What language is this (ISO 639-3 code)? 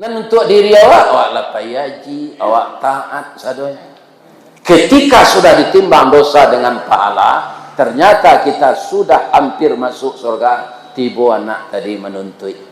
min